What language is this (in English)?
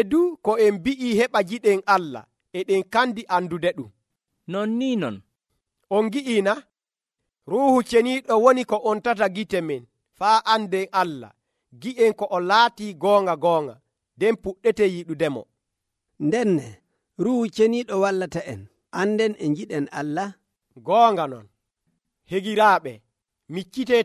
Nigerian Fulfulde